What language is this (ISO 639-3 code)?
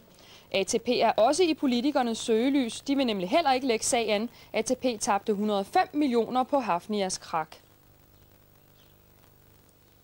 dan